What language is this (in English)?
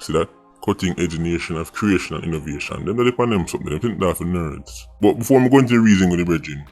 Jamaican Creole English